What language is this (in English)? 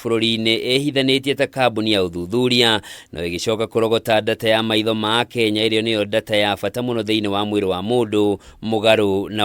Kikuyu